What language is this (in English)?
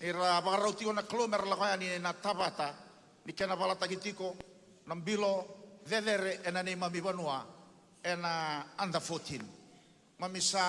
Fijian